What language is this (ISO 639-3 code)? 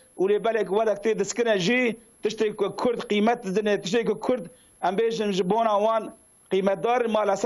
kur